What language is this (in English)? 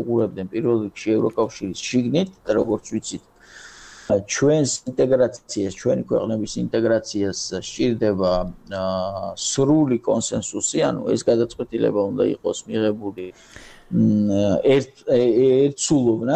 Georgian